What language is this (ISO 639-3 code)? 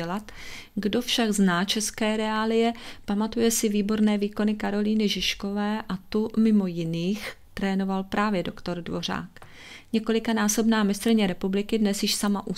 ces